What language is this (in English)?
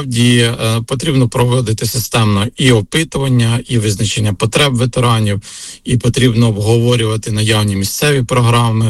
Ukrainian